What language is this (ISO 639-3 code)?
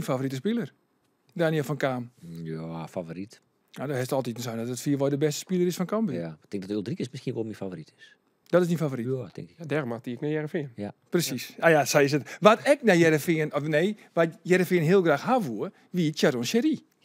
fry